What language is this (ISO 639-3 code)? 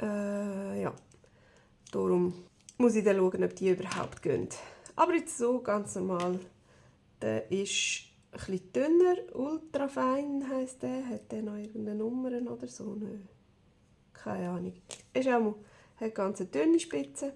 gsw